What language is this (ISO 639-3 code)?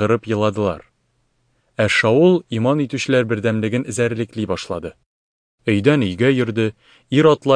tat